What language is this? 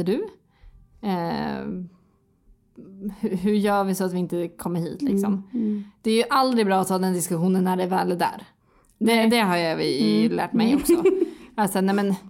Swedish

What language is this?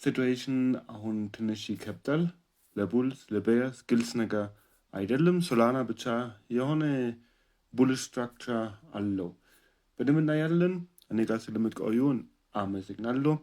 Amharic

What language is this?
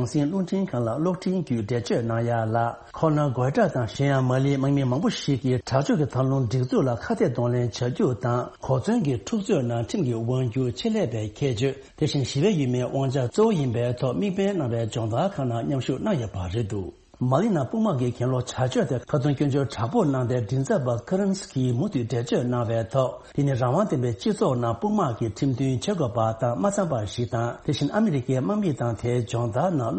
Tibetan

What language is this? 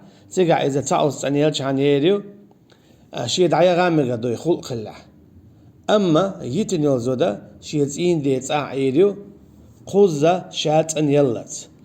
Chechen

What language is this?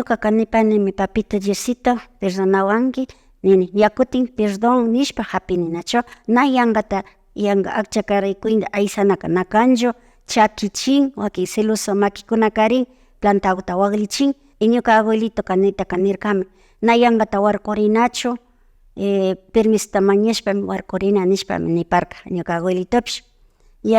Imbabura Highland Quichua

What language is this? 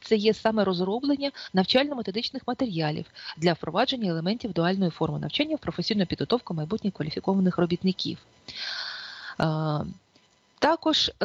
Ukrainian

